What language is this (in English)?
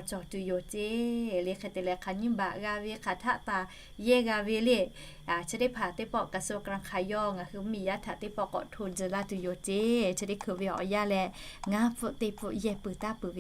Lahu